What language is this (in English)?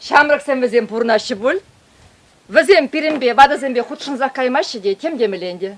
Chuvash